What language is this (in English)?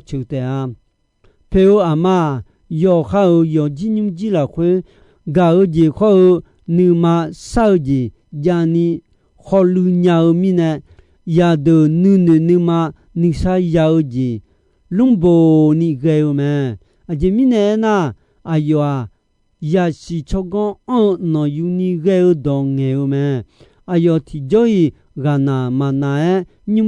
Akha